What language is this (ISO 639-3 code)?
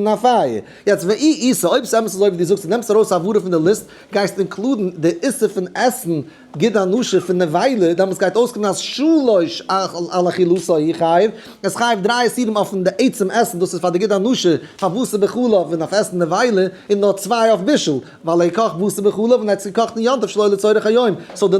yid